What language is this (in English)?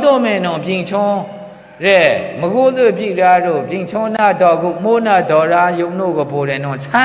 Maru